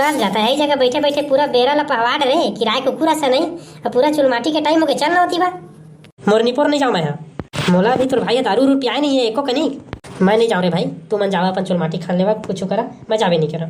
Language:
Chhattisgarhi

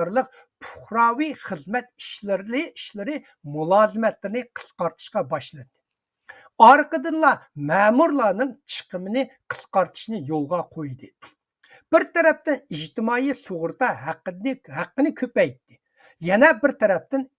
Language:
Uyghur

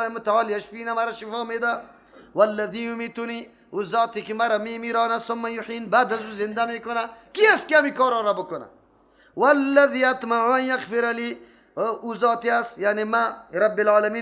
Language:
Persian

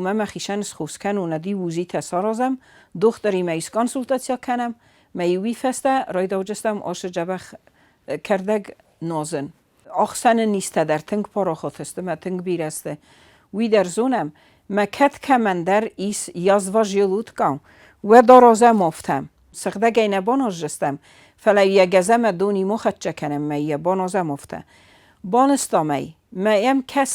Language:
Ossetic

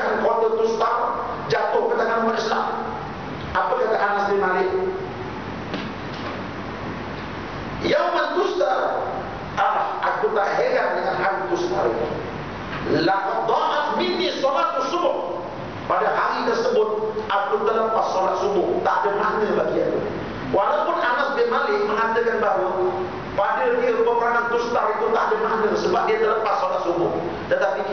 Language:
Malay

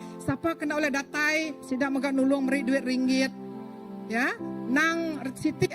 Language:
Iban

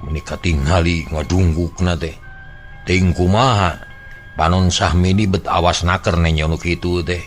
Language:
Sundanese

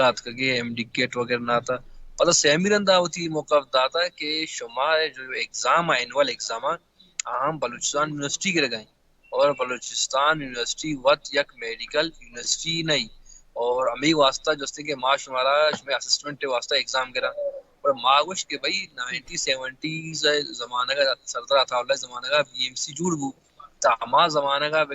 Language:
Baluchi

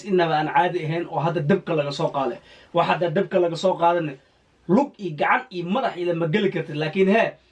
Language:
Somali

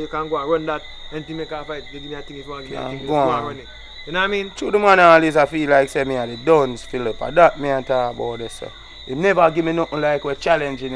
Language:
Jamaican Creole English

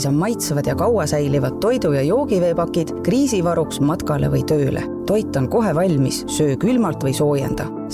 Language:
Estonian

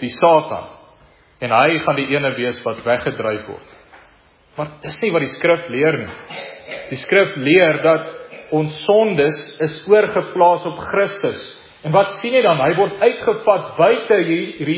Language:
Afrikaans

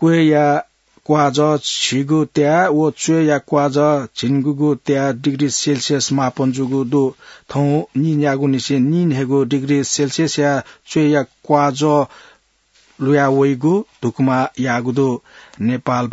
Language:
Newari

